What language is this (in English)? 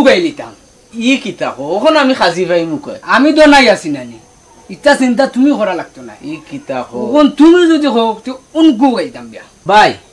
Sylheti